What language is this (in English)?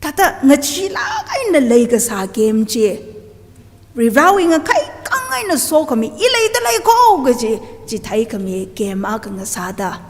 Tangkhul Naga (India)